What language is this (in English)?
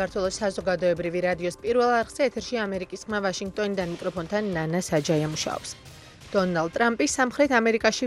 Georgian